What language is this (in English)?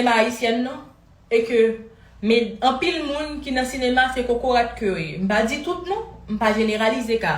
Haitian Creole